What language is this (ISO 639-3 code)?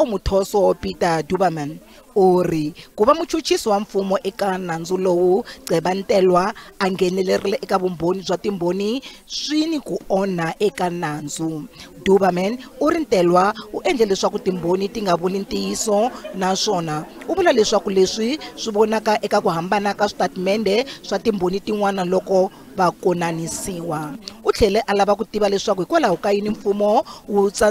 tso